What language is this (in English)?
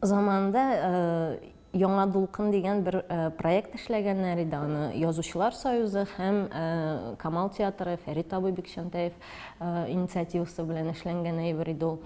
Tatar